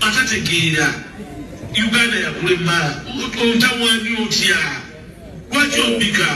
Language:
Ganda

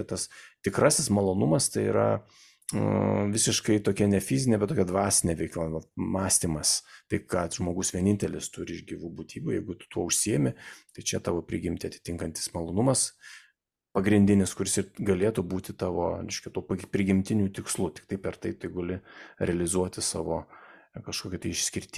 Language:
Lithuanian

